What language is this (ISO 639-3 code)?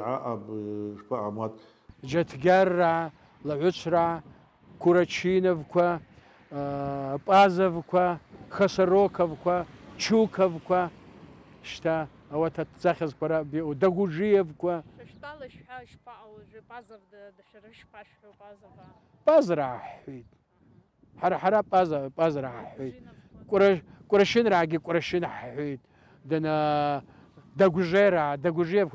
abk